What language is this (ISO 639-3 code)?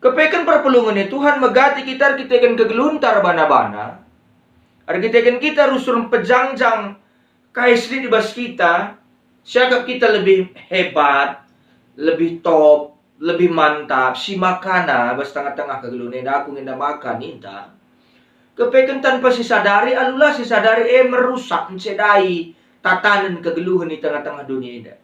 btx